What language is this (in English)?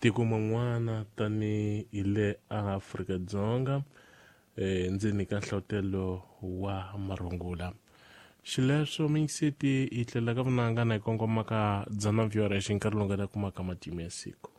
Tsonga